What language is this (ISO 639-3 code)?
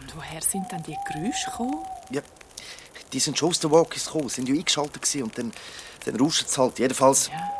gsw